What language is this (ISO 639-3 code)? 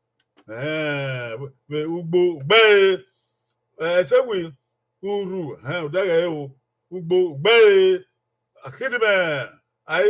bin